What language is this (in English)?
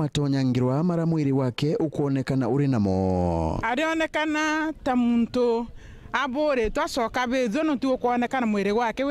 Meru